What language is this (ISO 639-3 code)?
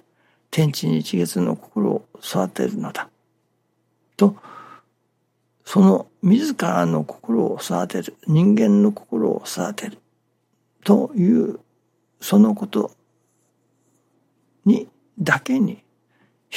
jpn